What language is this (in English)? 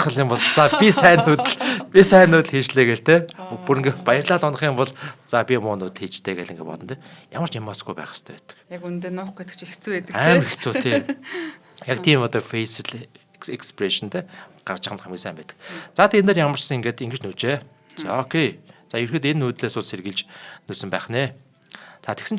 Mongolian